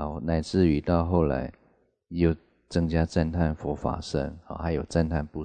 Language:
Chinese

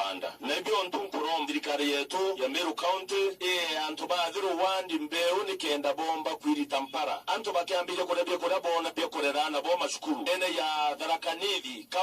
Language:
Meru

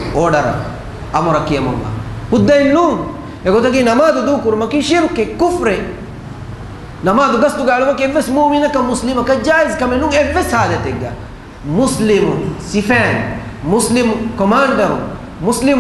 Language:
Divehi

